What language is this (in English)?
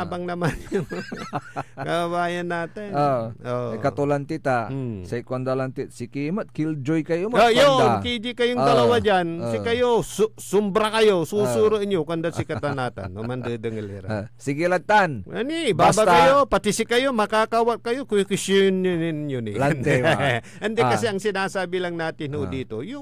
Pangasinan